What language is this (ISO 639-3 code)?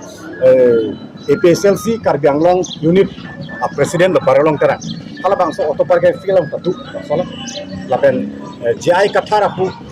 mjw